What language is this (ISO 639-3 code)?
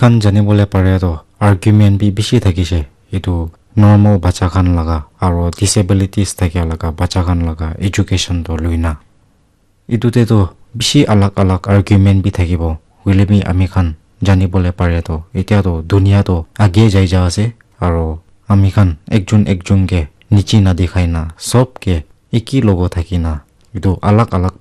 nag